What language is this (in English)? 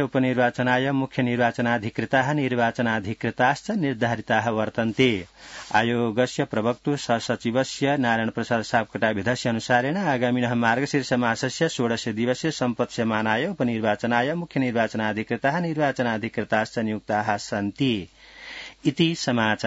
Sanskrit